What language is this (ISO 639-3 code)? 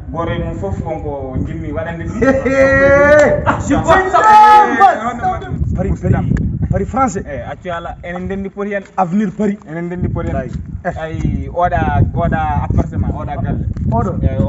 ful